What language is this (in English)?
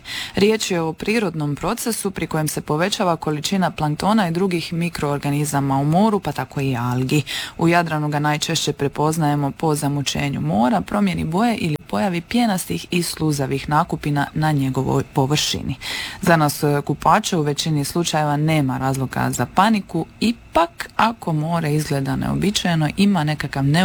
Croatian